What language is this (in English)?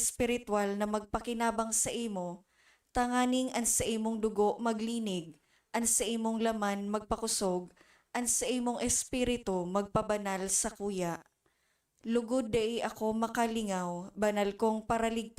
Bikol